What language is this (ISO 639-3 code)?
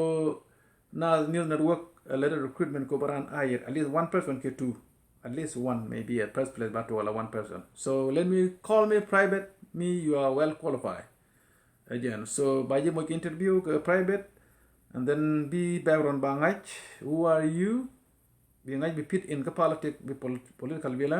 nus